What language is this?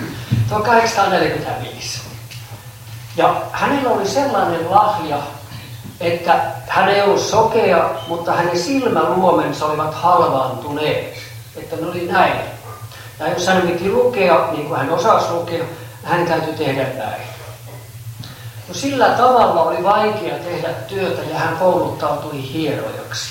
Finnish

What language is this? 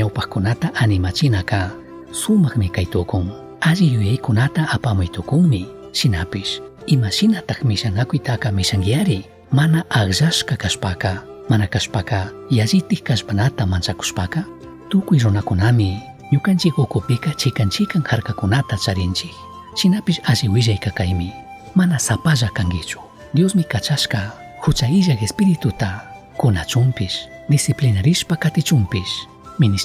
Chimborazo Highland Quichua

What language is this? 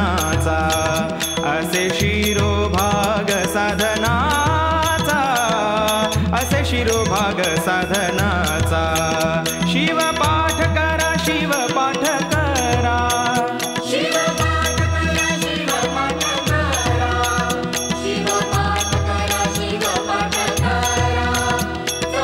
Marathi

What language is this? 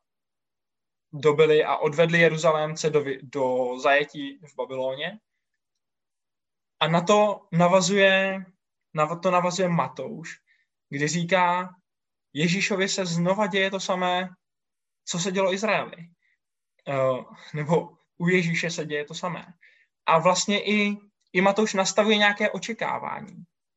Czech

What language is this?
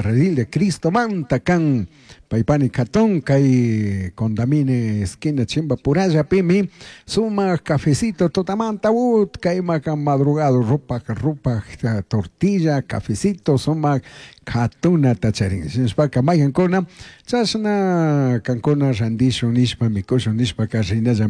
Chimborazo Highland Quichua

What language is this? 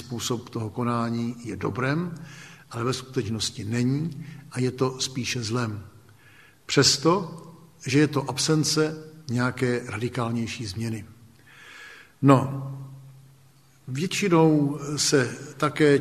Czech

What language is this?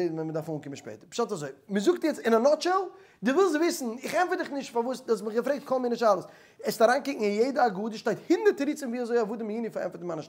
Yiddish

